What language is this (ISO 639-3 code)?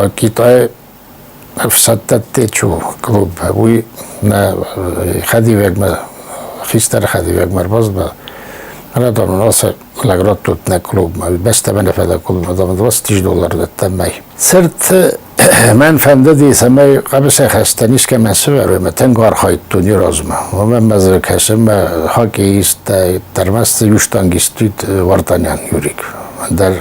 oss